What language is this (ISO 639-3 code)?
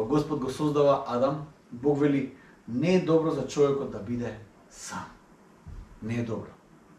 mkd